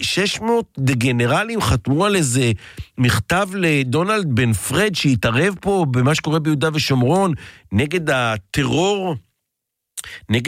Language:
Hebrew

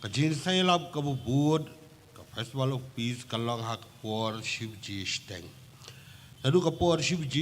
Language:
Khasi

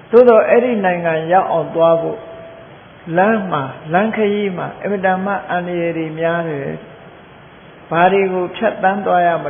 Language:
Burmese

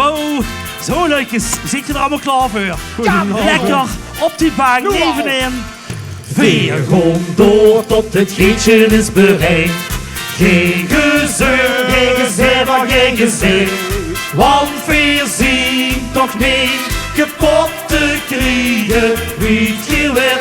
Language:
Limburgish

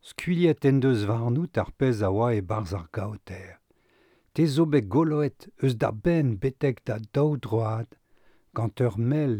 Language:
Breton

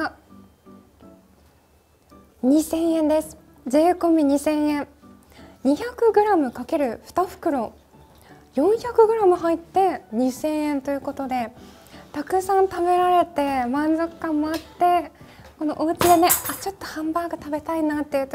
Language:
Japanese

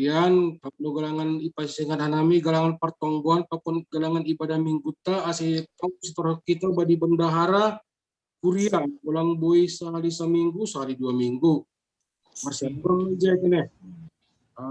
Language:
Batak Simalungun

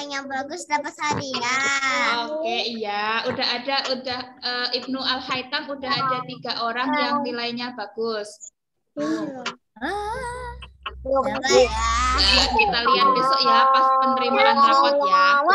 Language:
Indonesian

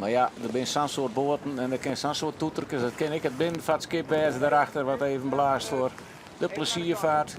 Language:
Western Frisian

